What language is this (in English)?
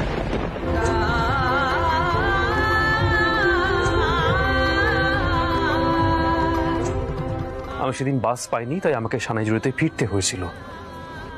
Bangla